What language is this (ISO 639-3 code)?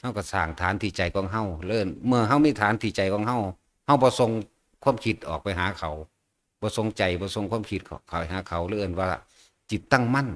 tts